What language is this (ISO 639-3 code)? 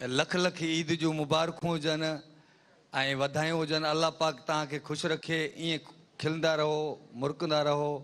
snd